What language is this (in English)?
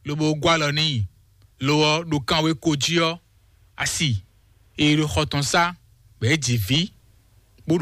Fon